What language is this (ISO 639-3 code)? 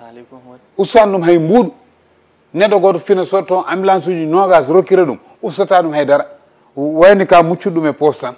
ful